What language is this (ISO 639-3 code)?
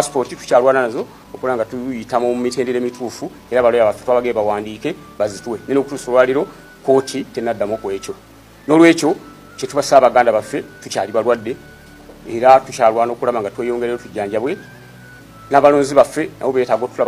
lug